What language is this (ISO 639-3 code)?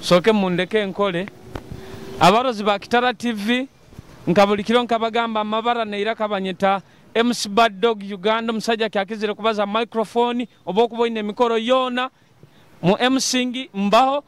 nyo